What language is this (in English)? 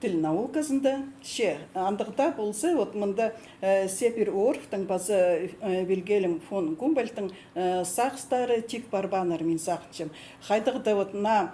Khakas